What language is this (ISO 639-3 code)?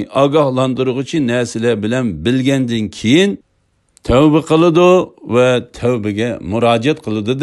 uig